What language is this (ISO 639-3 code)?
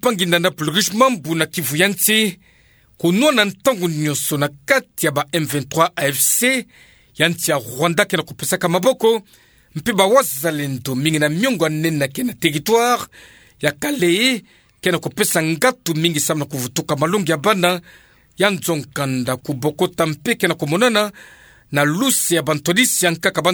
ktu